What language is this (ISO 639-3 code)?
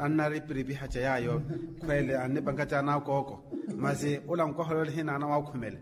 vmw